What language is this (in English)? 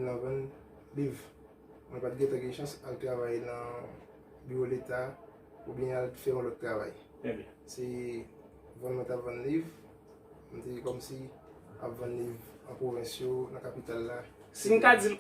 Haitian Creole